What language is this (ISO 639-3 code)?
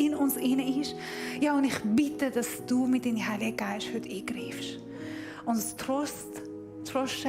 gsw